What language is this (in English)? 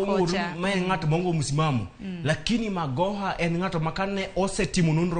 Luo (Kenya and Tanzania)